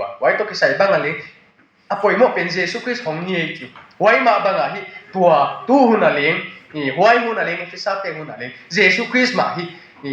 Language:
Tedim Chin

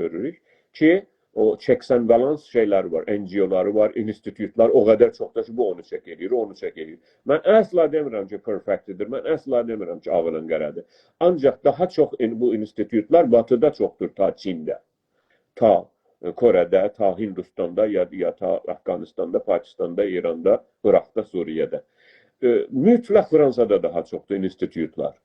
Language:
South Azerbaijani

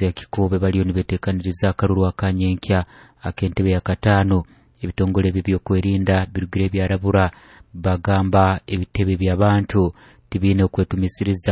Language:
Nyoro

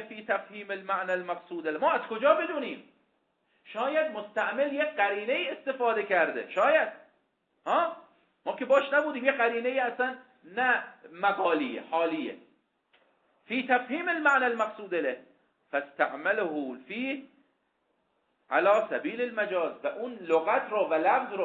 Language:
Persian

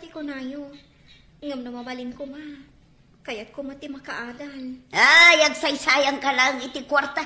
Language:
Iloko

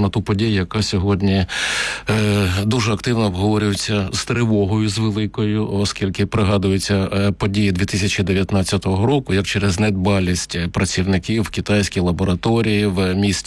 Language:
Ukrainian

